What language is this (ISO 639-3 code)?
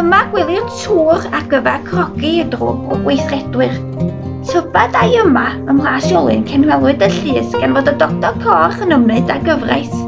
cym